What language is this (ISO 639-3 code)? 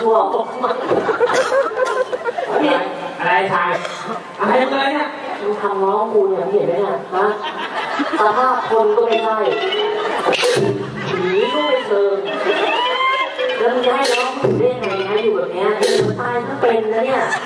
tha